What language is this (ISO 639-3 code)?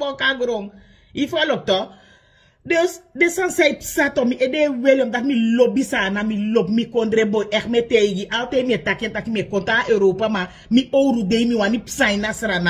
srn